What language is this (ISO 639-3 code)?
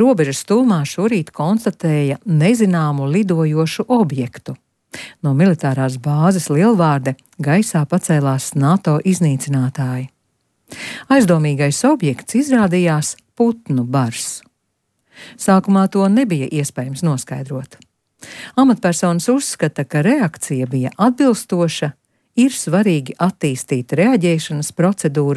lav